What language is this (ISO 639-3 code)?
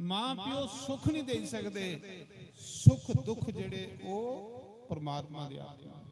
doi